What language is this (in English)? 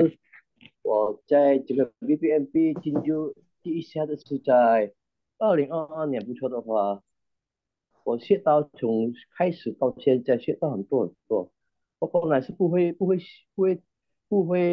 Chinese